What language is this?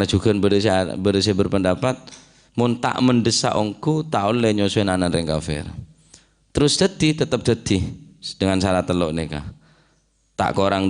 Madurese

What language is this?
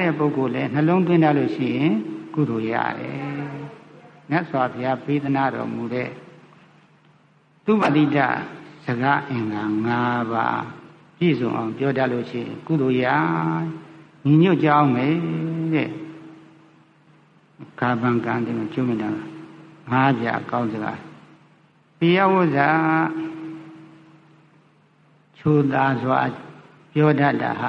Burmese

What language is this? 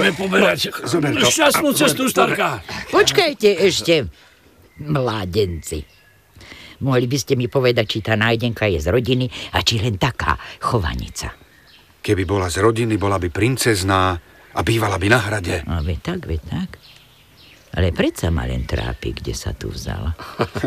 Slovak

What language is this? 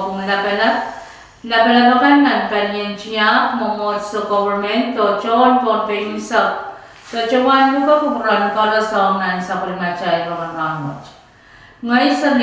Pohnpeian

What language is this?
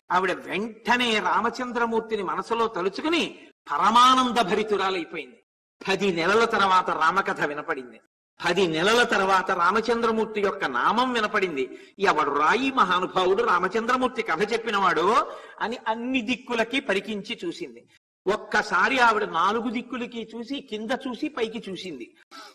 Telugu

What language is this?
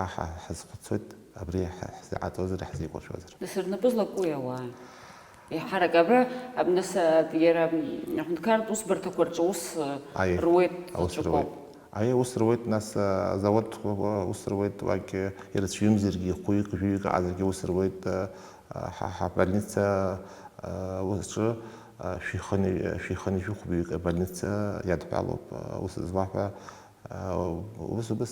Abkhazian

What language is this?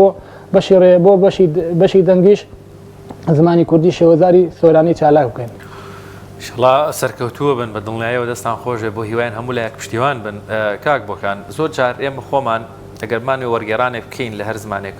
Central Kurdish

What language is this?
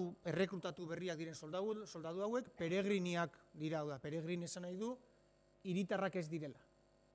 Basque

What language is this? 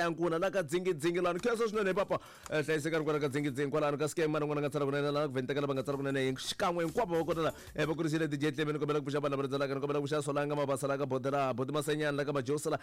Tsonga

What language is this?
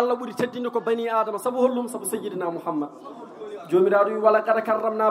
Fula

